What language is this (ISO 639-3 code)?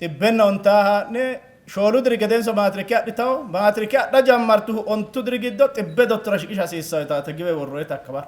sid